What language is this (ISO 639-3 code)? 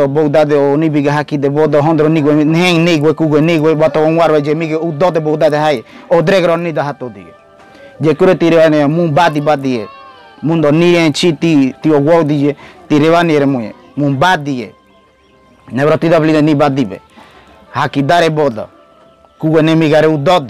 gym